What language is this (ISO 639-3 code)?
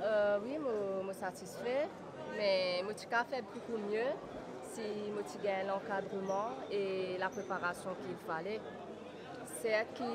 mfe